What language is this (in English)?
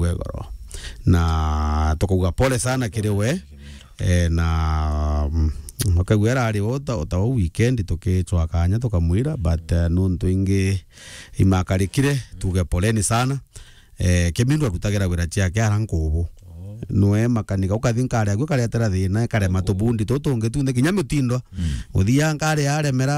Meru